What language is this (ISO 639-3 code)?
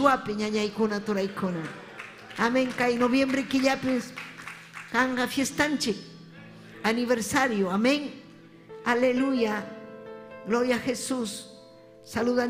quy